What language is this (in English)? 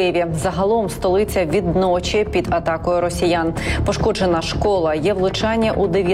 Ukrainian